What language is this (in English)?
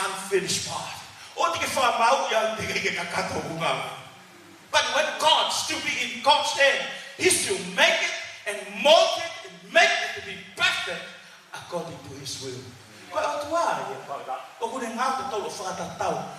Tongan